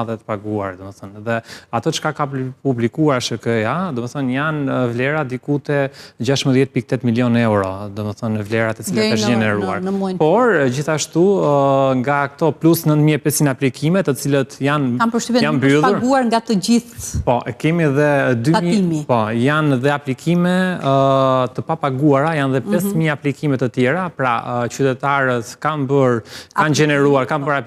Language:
Albanian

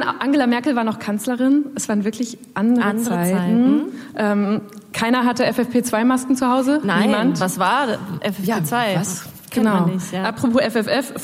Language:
German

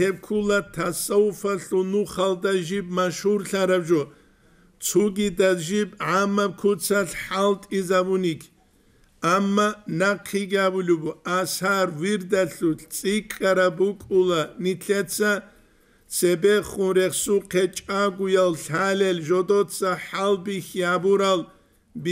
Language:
Avaric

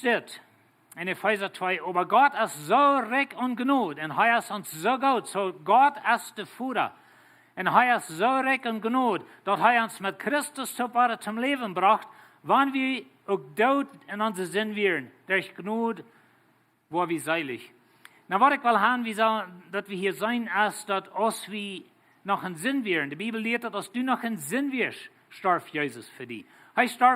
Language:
Plautdietsch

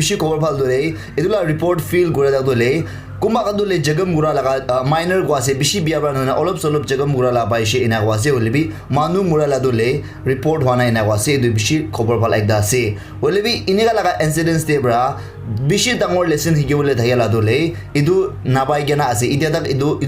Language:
Naga Pidgin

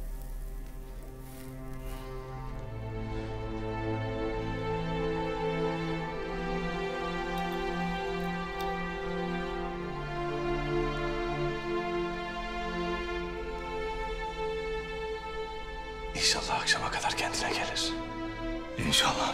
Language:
Turkish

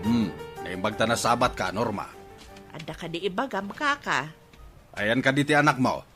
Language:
Iloko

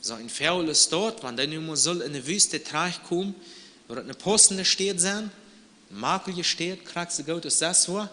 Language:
Plautdietsch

